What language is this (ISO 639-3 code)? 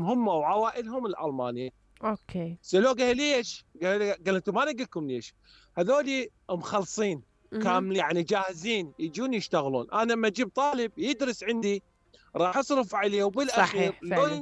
acm